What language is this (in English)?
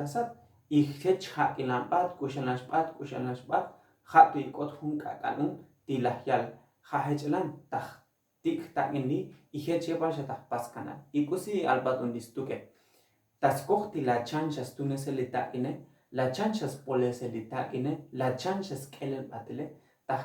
Tzotzil